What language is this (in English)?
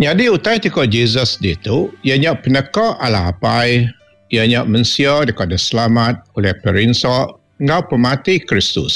Iban